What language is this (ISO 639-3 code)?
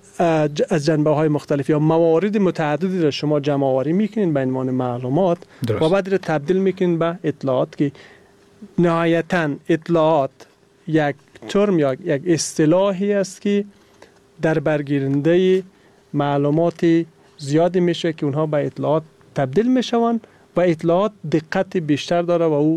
fas